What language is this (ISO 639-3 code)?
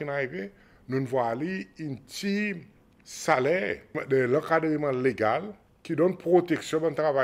crs